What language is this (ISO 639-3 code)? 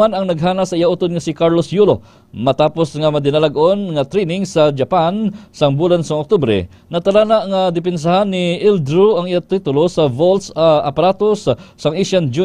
hil